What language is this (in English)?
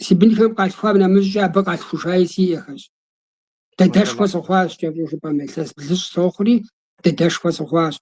Kabardian